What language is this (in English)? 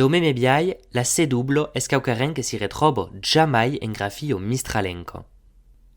Occitan